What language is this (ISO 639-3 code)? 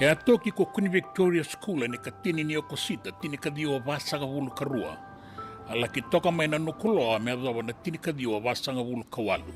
fij